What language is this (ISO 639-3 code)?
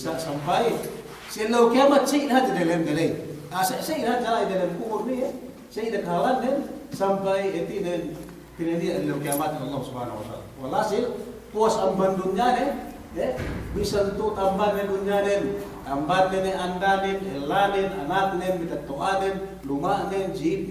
yka